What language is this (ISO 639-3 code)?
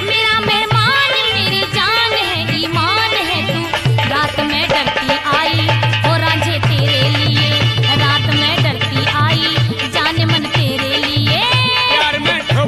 bgc